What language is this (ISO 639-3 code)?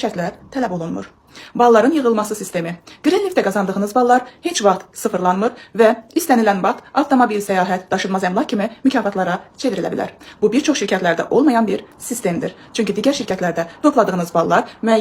aze